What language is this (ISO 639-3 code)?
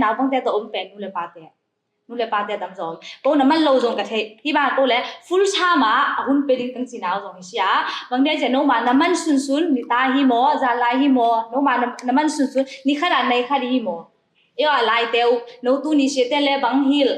ctd